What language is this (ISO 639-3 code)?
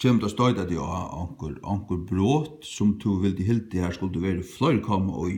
fao